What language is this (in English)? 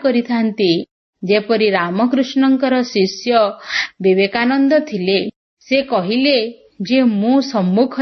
Odia